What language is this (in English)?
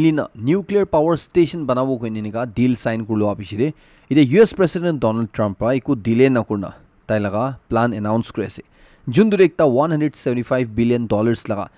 Naga Pidgin